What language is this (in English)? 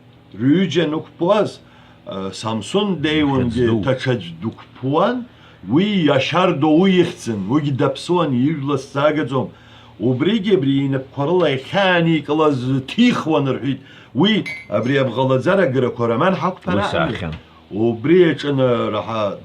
Abkhazian